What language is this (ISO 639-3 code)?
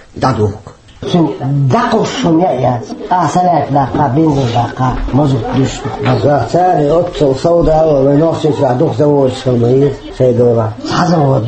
che